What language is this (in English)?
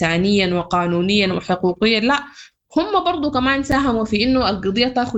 Sudanese Arabic